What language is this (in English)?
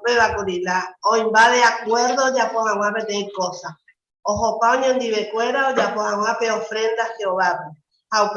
Guarani